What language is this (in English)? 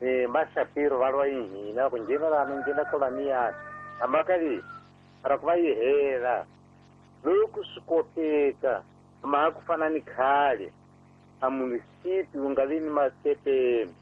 Tsonga